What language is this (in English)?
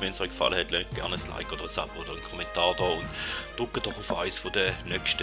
Swiss German